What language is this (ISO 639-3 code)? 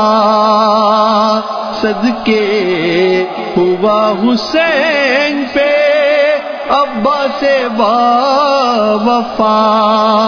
urd